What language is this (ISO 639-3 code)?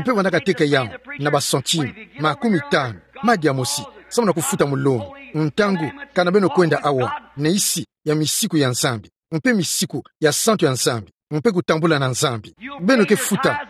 ktu